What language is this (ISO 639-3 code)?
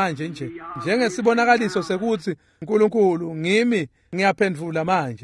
ssw